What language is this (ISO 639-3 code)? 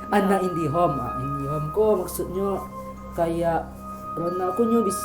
min